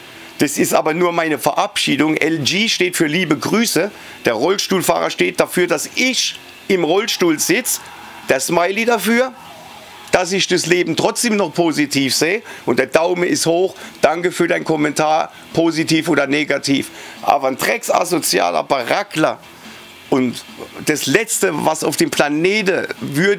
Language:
German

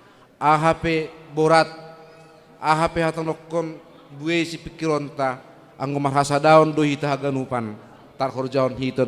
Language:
Batak Simalungun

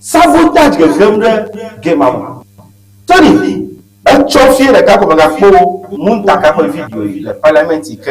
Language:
Ewe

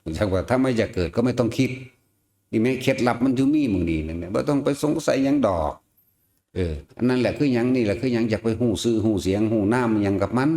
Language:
Lao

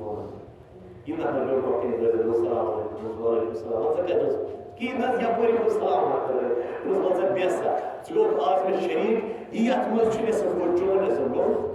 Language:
Kashmiri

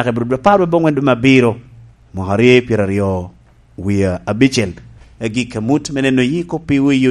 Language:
Lango (Uganda)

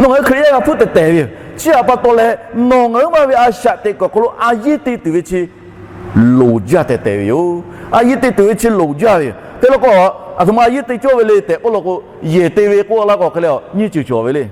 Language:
Lahu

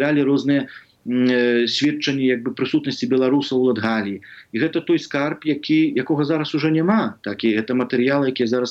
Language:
Belarusian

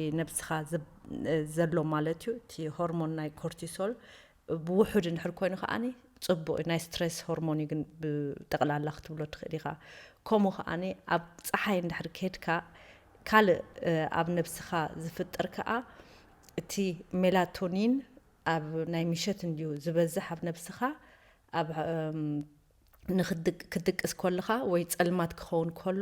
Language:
Tigrinya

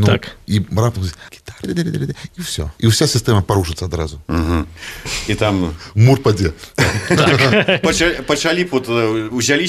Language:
Belarusian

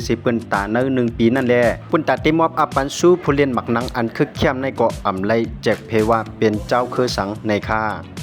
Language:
Shan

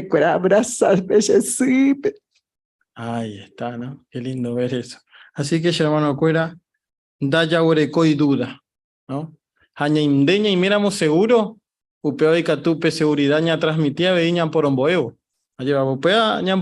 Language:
Guarani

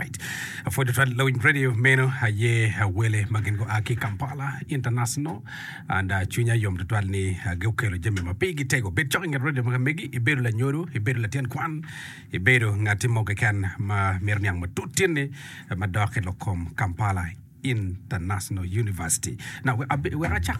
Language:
Acoli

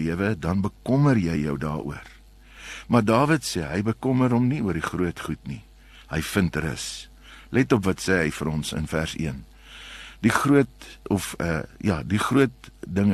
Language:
Afrikaans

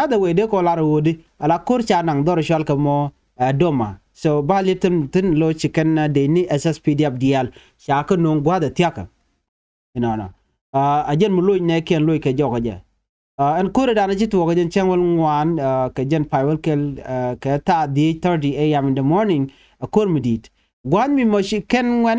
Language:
Nuer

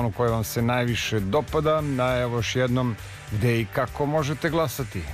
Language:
Serbian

